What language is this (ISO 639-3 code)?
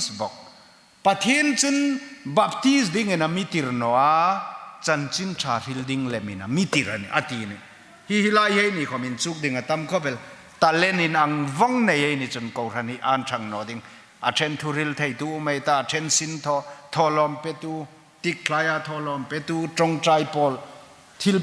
hmr